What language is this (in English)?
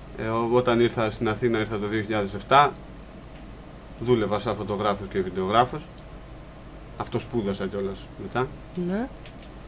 Greek